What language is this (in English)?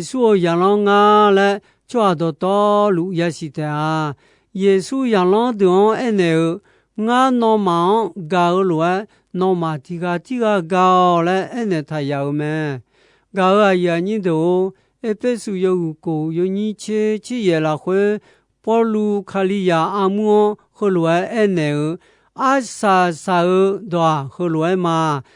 Akha